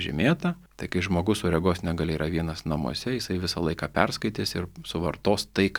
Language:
Lithuanian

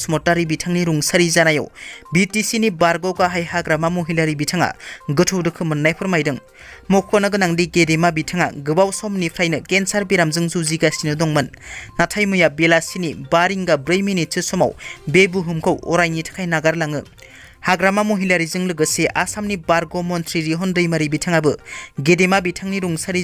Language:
Bodo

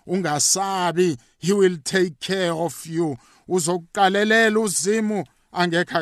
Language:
South Ndebele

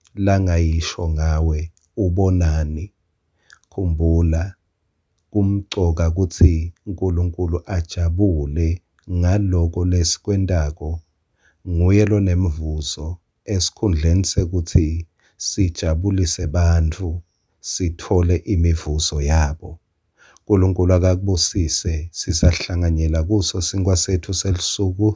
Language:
Swati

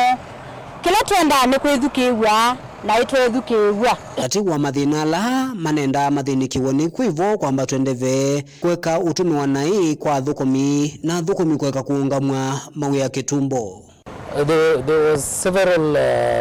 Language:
Kamba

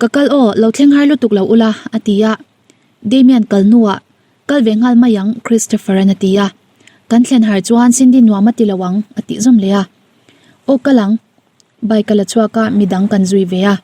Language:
Mizo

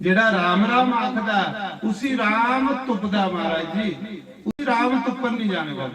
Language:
Dogri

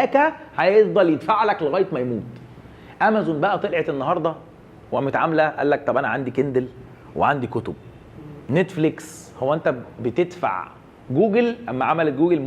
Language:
Egyptian Arabic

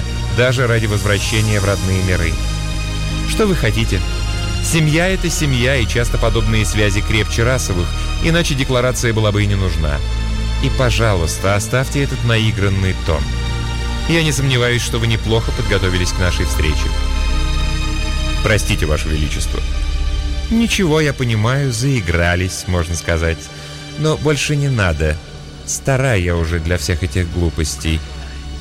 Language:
Russian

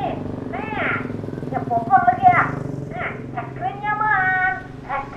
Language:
Banjar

